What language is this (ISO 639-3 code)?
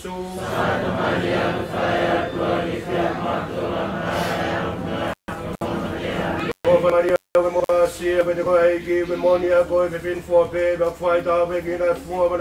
ton